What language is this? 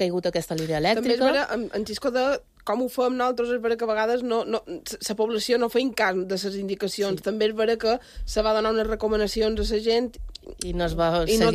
Catalan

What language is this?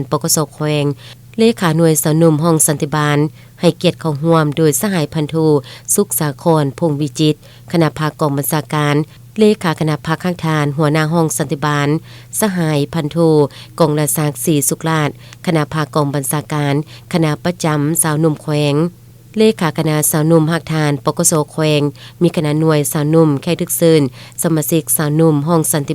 Lao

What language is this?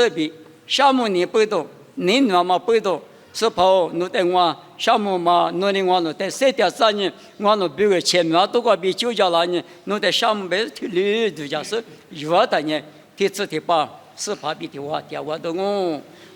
Lisu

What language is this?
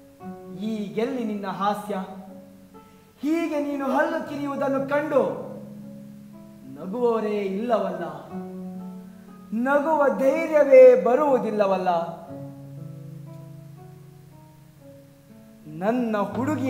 Kannada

